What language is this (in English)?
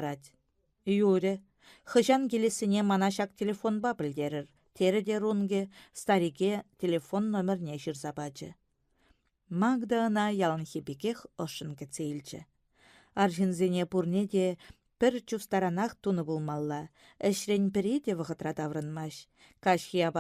Chuvash